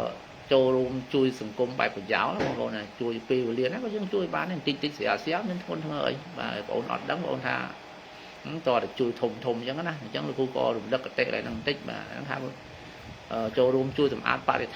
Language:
Khmer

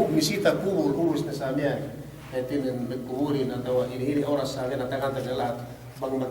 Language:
Yakan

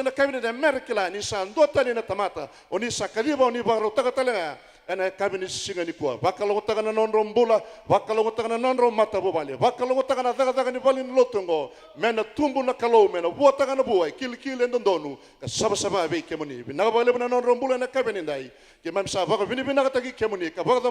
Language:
Fijian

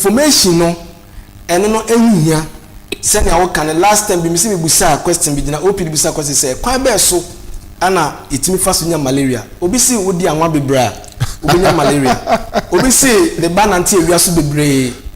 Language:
Akan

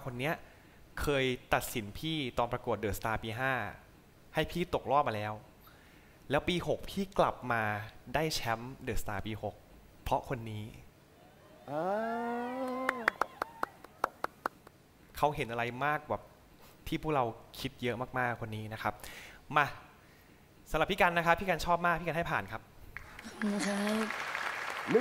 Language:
Thai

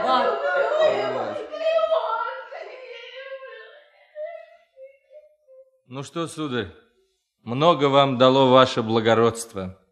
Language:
Russian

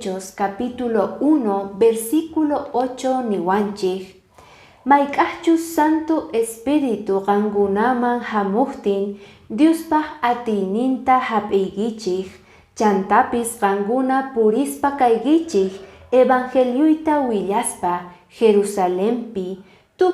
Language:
Quechua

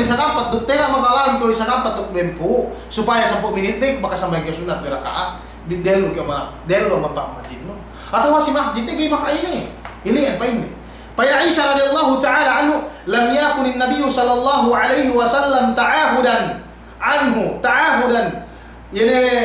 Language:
Yakan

